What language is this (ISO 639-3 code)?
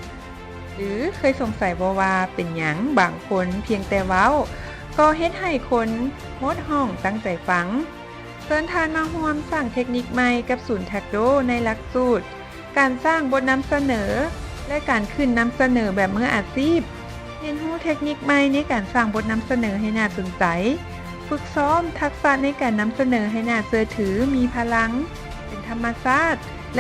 lao